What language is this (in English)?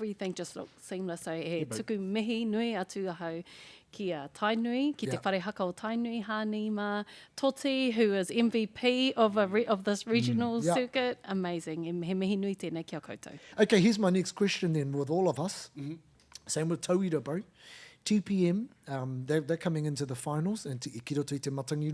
Māori